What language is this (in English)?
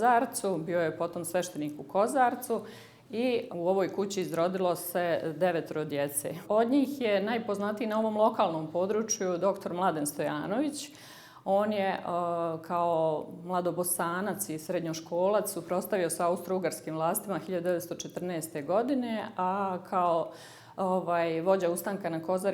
Bosnian